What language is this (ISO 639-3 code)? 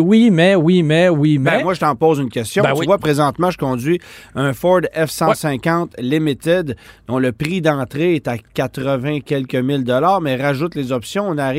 fra